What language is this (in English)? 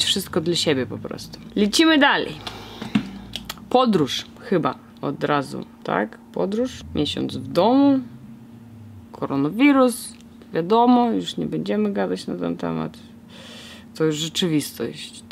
Polish